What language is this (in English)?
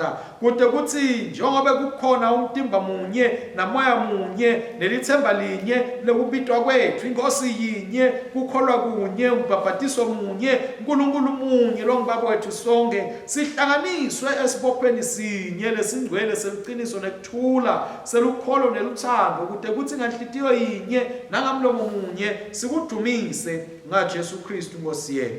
Swati